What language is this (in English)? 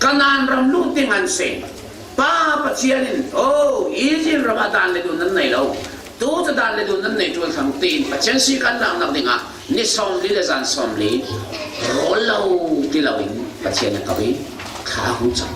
Falam Chin